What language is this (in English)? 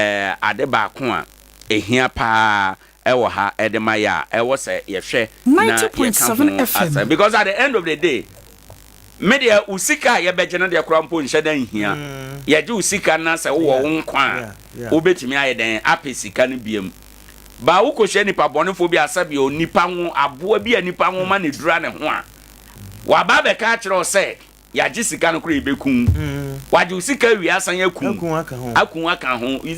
Akan